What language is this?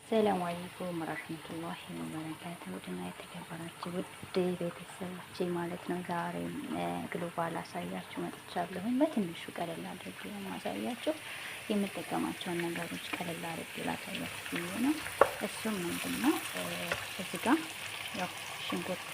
Amharic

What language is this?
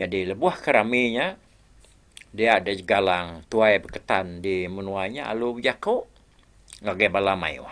Iban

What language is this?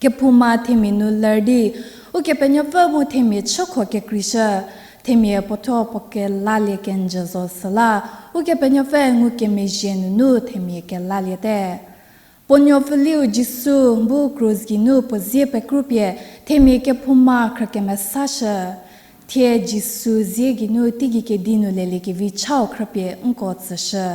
Angami Naga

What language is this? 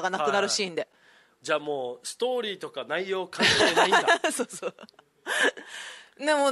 Japanese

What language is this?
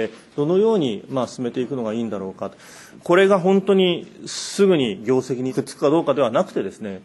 Japanese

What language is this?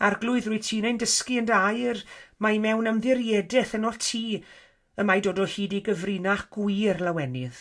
Welsh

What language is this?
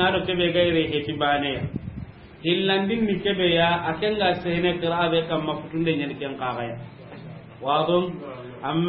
Soninke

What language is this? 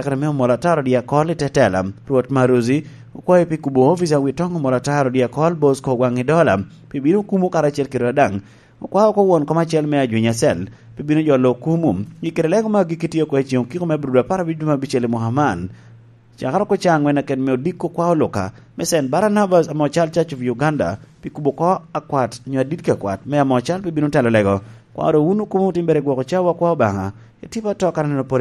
Lango (Uganda)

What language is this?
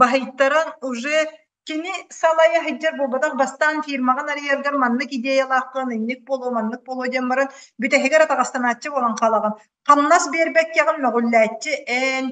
Yakut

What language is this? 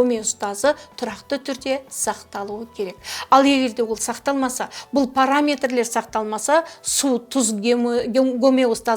Kazakh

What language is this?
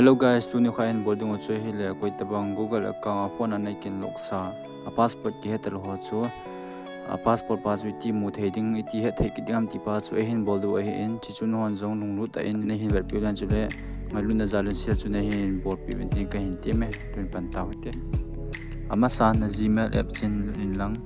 Thado Chin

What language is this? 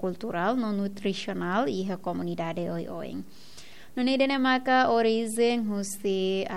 Tetum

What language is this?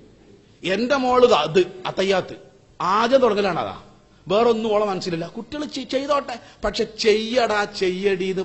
Malayalam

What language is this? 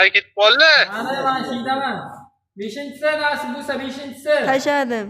Uzbek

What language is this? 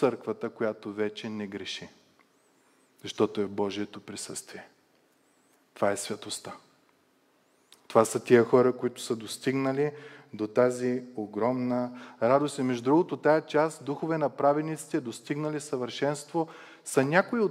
Bulgarian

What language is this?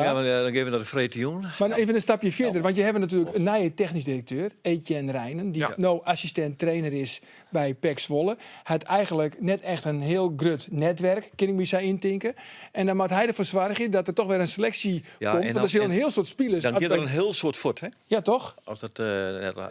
Western Frisian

